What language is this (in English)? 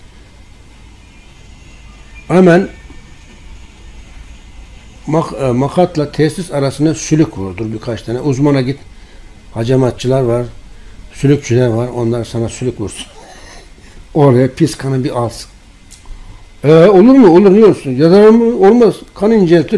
Turkish